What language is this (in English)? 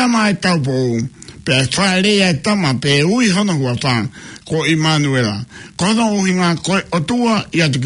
Tongan